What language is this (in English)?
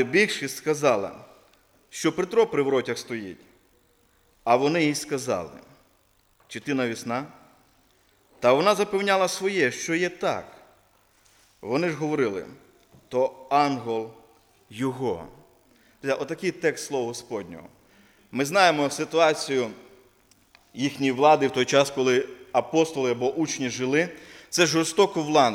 Ukrainian